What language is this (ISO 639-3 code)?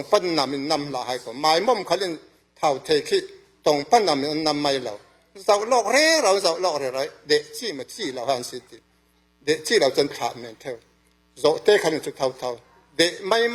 cfm